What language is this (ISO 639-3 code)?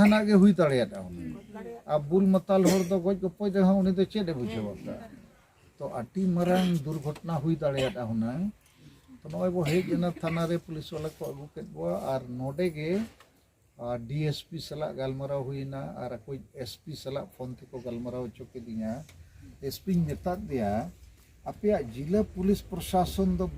sat